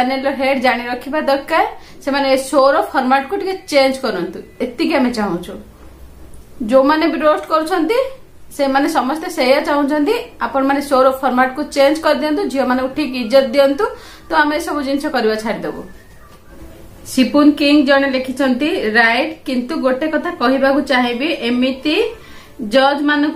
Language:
Odia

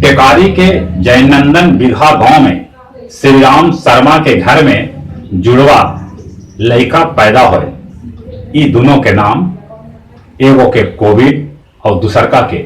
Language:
Magahi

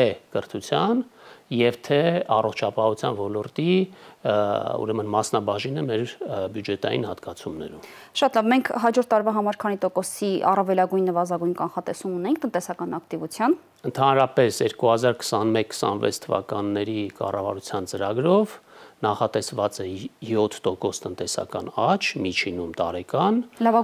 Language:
Armenian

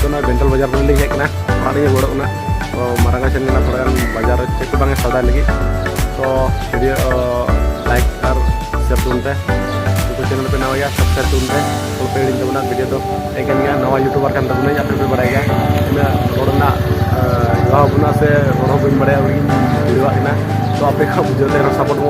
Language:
Santali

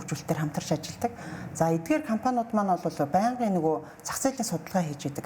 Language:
Mongolian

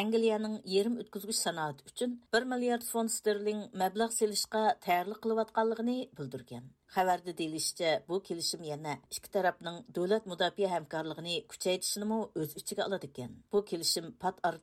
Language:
Uyghur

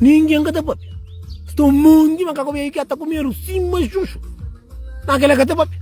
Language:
Kabuverdianu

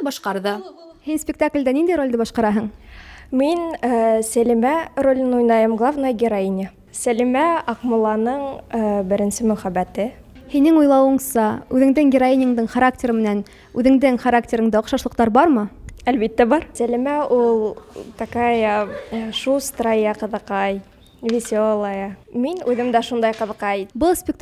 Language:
Bashkir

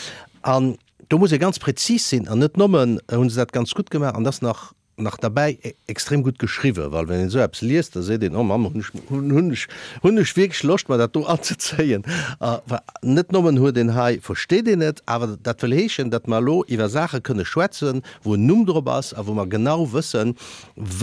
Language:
Luxembourgish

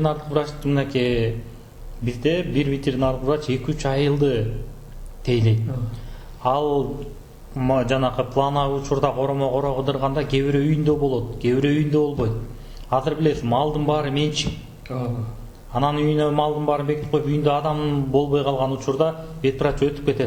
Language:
Kyrgyz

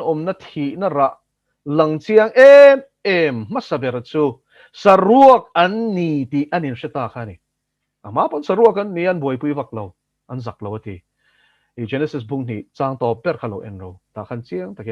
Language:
Mizo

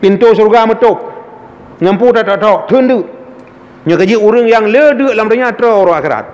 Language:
Achinese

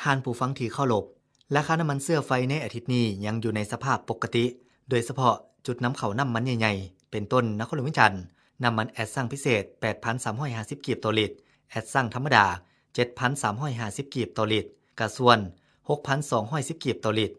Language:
Lao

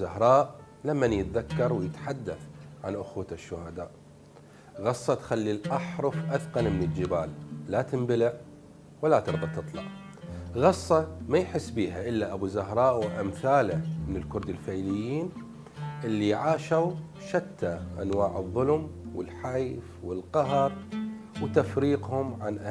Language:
Mesopotamian Arabic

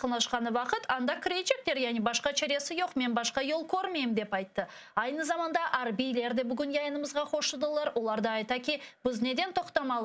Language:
Crimean Tatar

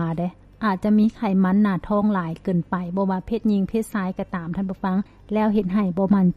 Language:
Lao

